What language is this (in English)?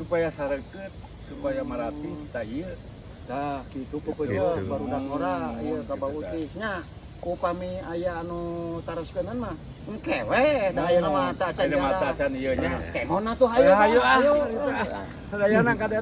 Sundanese